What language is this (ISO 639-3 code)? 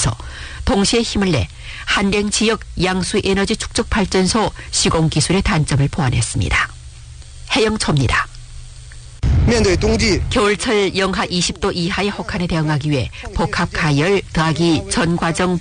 kor